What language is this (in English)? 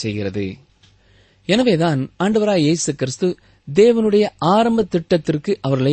Tamil